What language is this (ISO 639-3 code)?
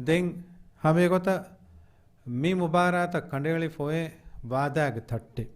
div